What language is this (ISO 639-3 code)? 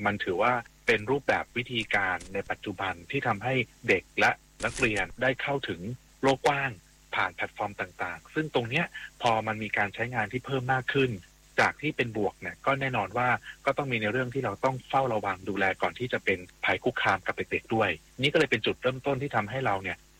tha